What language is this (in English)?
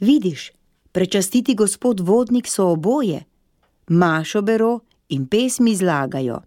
Slovenian